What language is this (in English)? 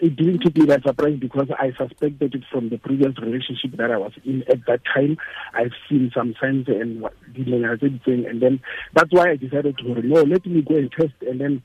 Tswana